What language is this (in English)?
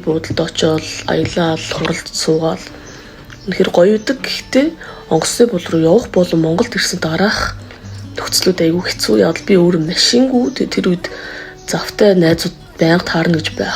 Mongolian